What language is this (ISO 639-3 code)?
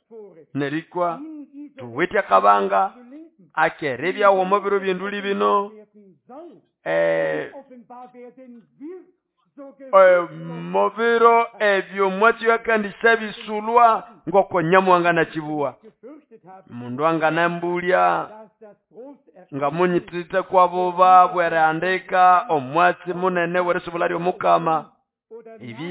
nnb